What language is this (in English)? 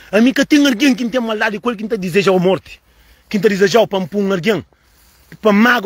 Kabuverdianu